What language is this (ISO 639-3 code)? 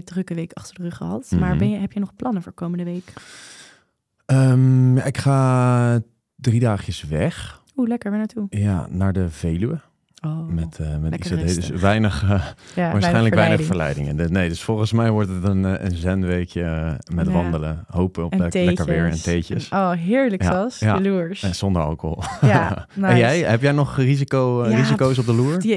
nld